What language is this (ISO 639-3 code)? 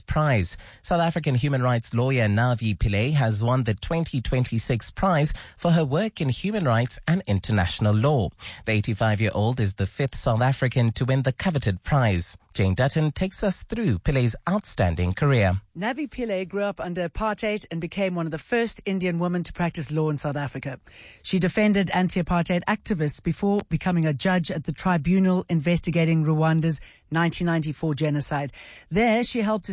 eng